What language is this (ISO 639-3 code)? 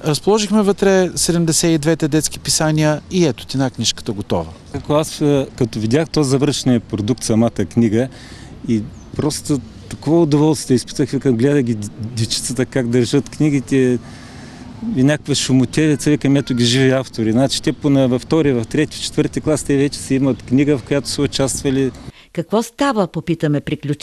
bul